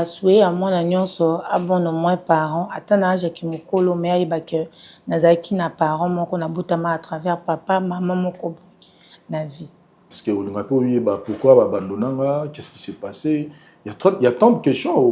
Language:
Lingala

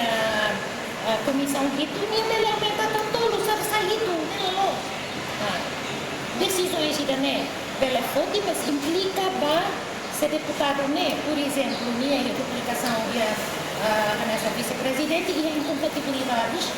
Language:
Tetum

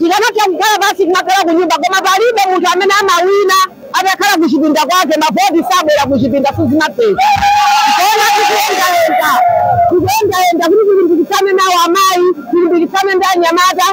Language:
Nyanja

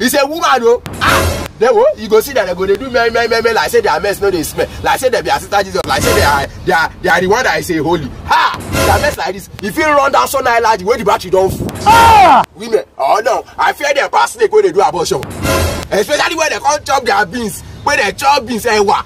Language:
Nigerian Pidgin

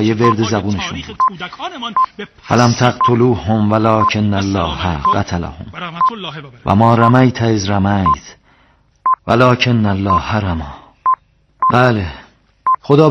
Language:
Persian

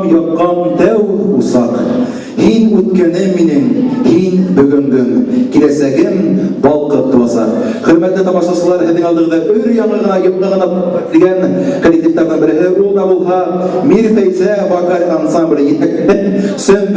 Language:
Bashkir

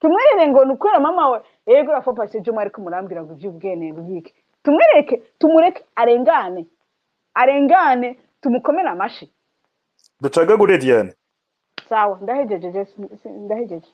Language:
Rundi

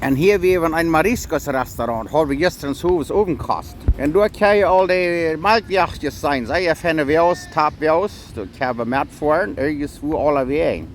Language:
Plautdietsch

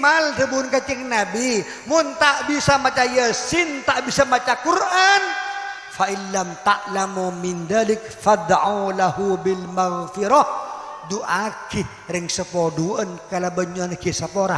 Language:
Madurese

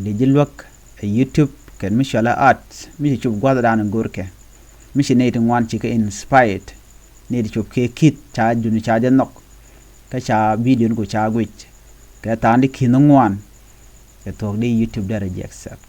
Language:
Nuer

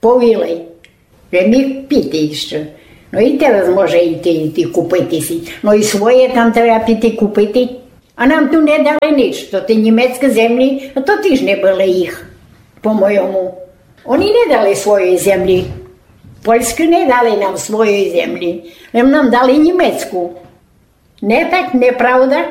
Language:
Rusyn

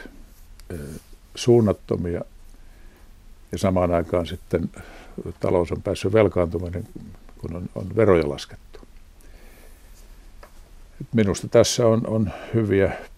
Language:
Finnish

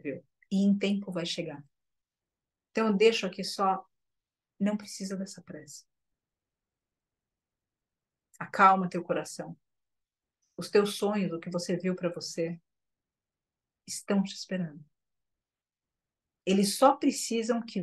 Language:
Portuguese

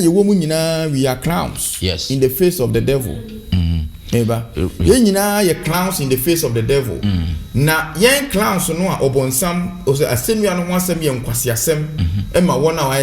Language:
Akan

